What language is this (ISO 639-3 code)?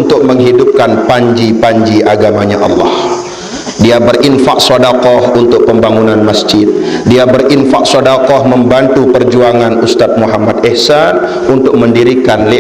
sas